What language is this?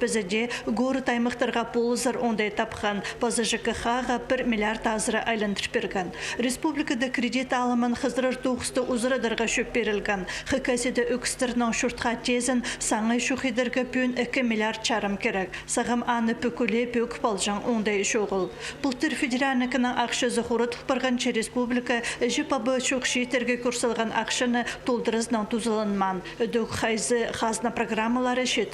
Khakas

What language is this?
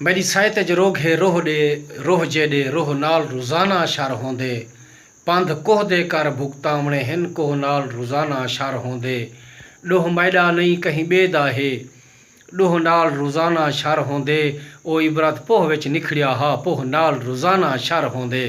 Saraiki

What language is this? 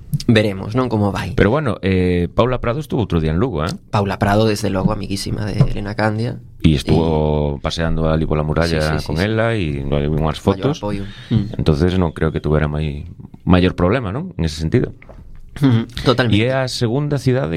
Galician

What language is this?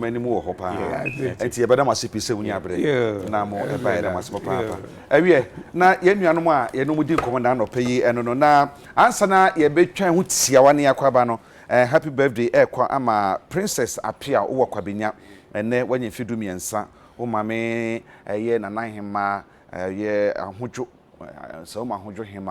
Akan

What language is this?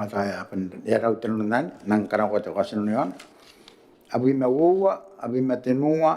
Gilbertese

